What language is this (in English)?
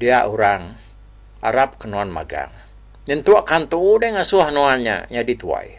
Iban